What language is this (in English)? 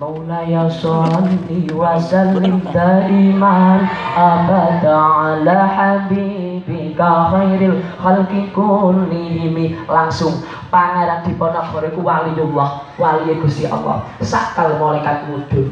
Javanese